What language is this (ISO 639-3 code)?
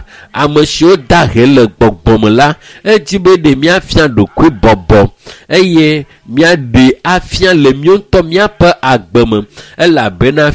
ewe